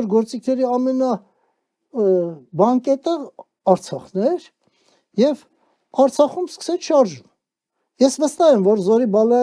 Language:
Armenian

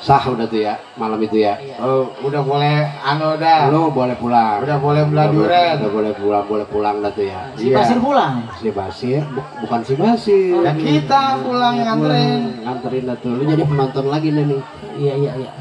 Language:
Betawi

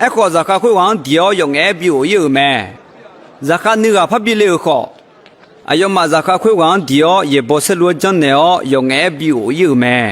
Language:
Akha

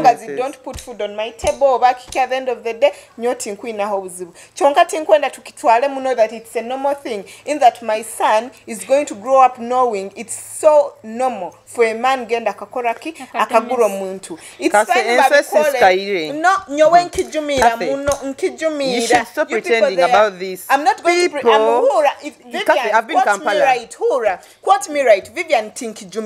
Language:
Nyoro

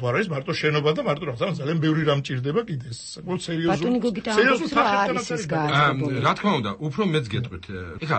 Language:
Georgian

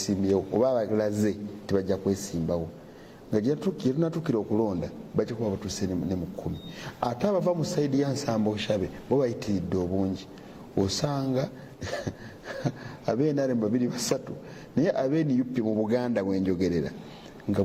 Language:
Ganda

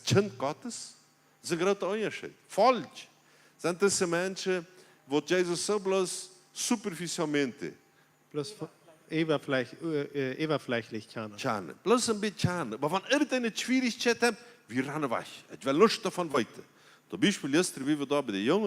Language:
Plautdietsch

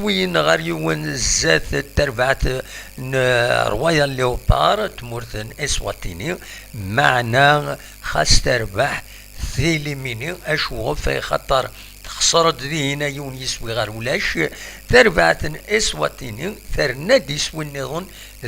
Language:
Kabyle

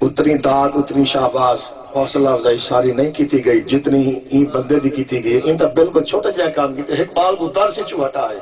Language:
Saraiki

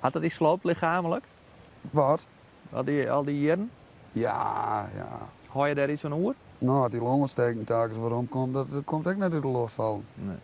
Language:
Western Frisian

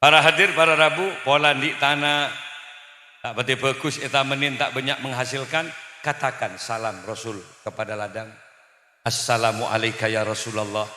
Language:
Madurese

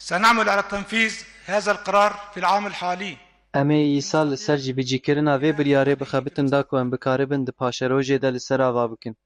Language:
Kurdish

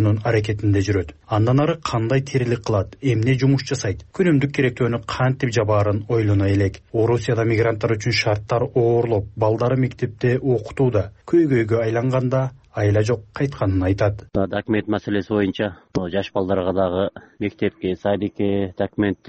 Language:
Kyrgyz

